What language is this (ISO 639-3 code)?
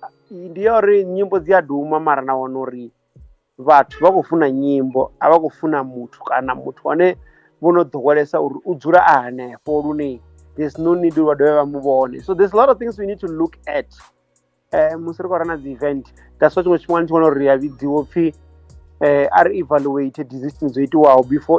ven